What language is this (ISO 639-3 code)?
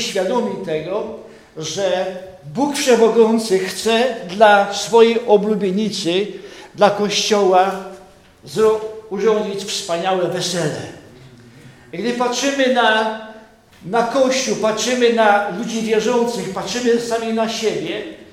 pol